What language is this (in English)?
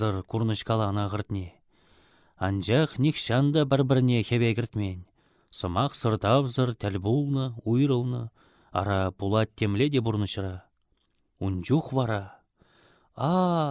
Chuvash